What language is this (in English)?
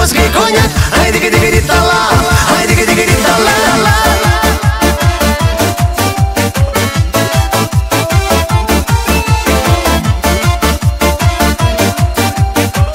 Hungarian